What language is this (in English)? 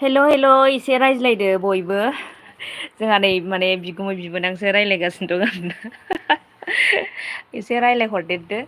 Bodo